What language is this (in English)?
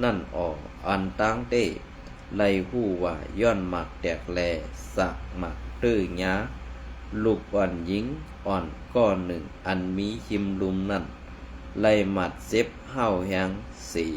Shan